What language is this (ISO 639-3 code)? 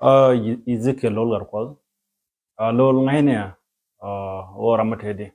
nus